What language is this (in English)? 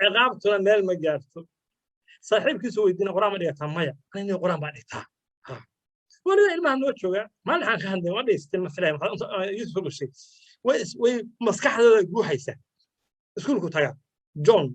Somali